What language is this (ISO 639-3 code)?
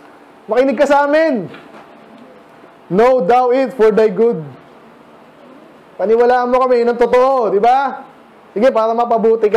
fil